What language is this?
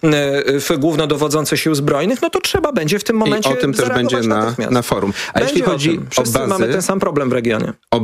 Polish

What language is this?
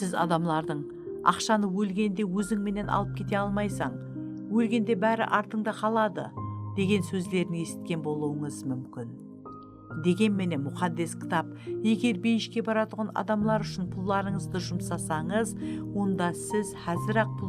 Kara-Kalpak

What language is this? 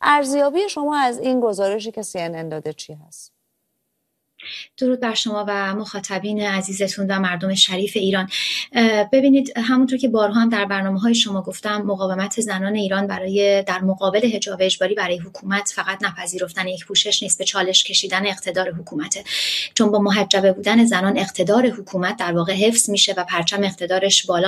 Persian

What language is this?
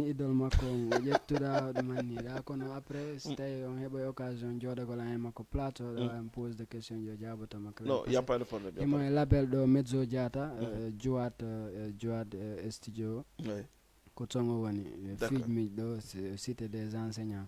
Fula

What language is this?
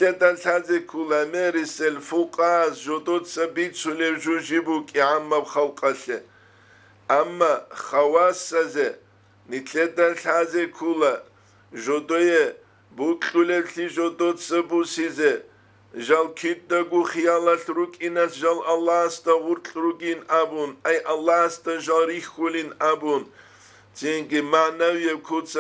Avaric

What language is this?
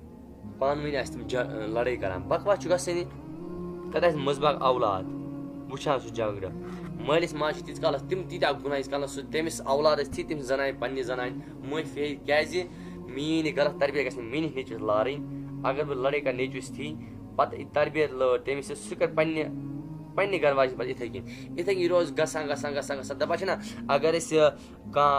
Kashmiri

